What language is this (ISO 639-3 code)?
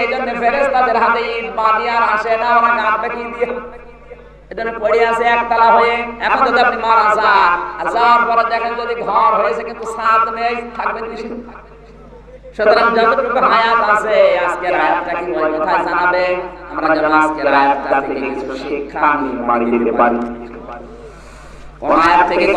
ben